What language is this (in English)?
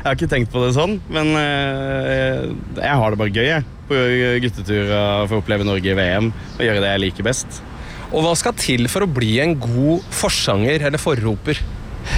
Norwegian